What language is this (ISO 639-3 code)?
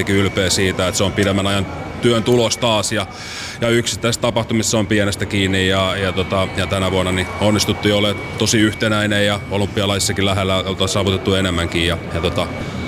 fin